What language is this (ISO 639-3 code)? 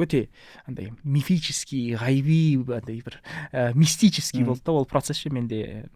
kaz